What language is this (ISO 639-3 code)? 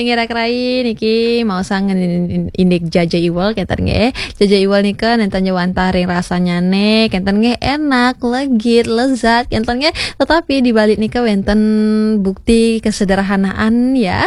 ban